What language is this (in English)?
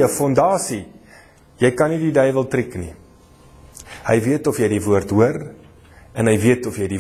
Afrikaans